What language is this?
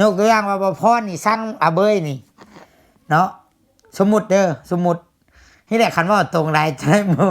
Lao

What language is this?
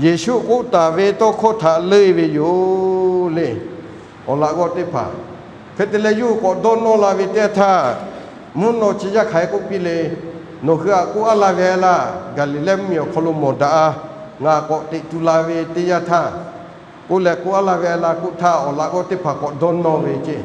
Lahu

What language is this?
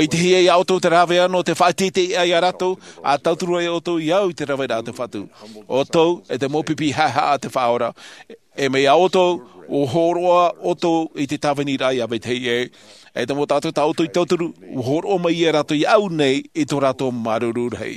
Tahitian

